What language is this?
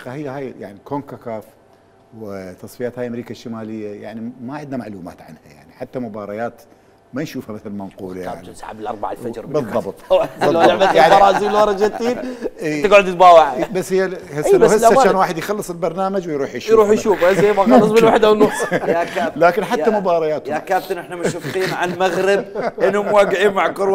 Mesopotamian Arabic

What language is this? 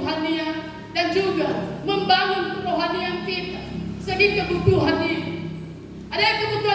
Nias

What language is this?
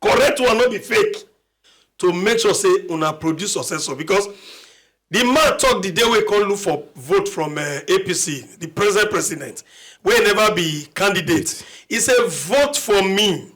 Nigerian Pidgin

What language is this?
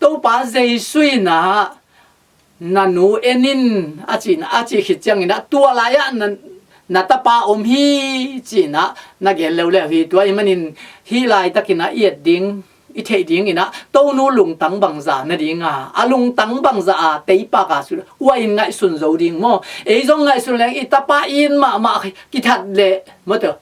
Tedim Chin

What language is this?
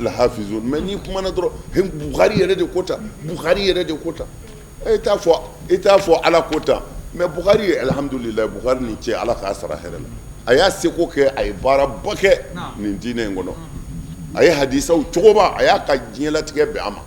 Bambara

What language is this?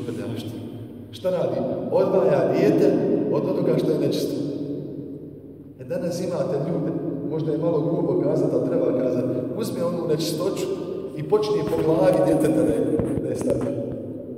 Bosnian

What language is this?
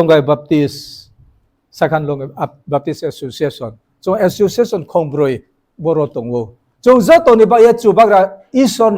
Riang (India)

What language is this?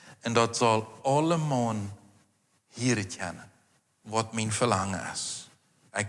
Plautdietsch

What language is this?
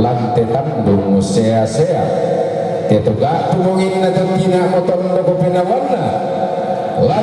Toraja-Sa'dan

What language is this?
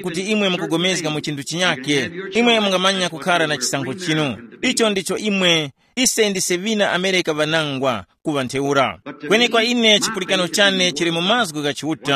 Tumbuka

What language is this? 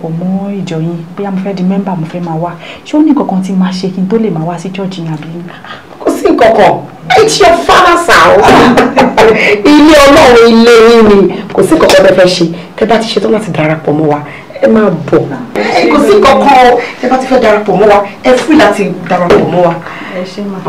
Yoruba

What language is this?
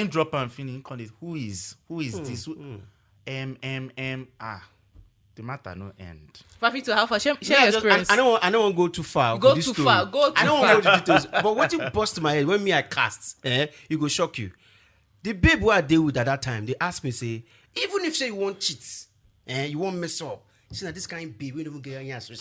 Nigerian Pidgin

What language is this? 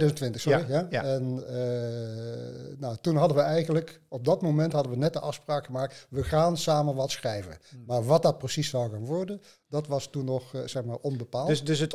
Dutch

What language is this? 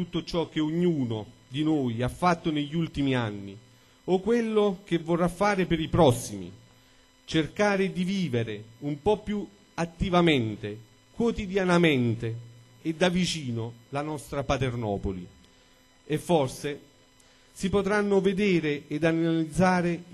Italian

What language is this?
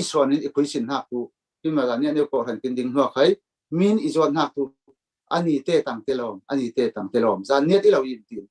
Falam Chin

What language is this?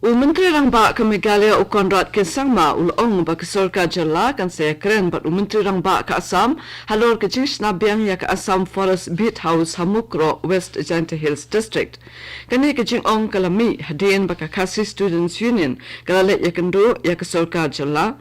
Khasi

